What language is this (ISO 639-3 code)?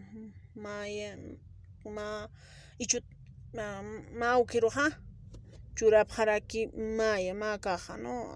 aym